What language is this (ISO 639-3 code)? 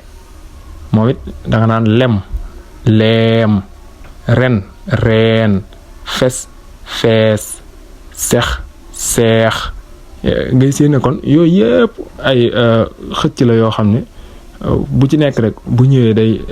wol